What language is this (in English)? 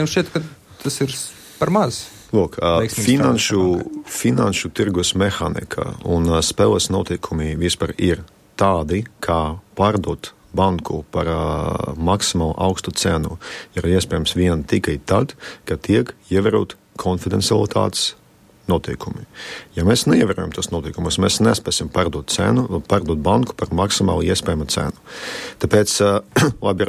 Latvian